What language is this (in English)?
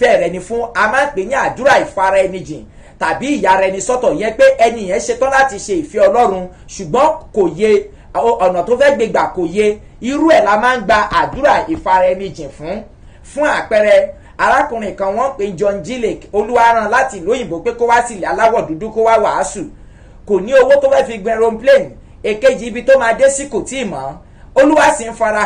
Yoruba